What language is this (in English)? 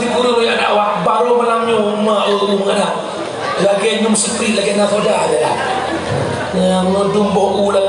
Achinese